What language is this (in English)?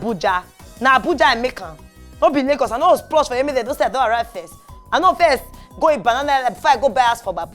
Nigerian Pidgin